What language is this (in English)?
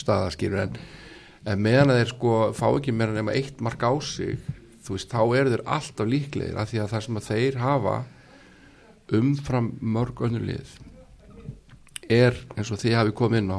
Icelandic